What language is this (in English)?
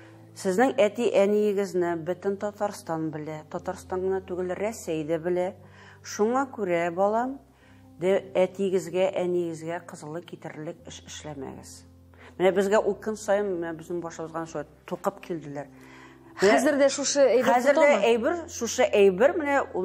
Tatar